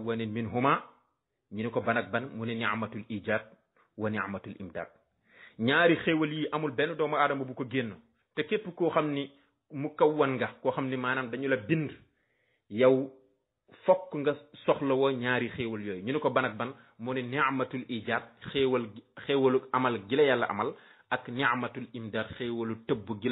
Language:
Wolof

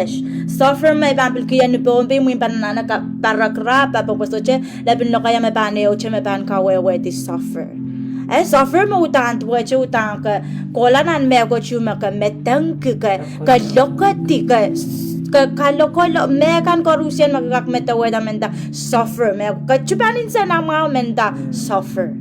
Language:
Pohnpeian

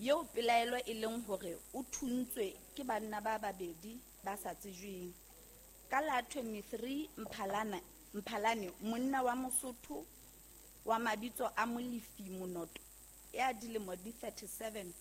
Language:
Southern Sotho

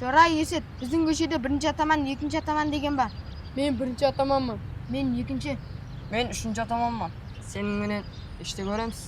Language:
Kara-Kalpak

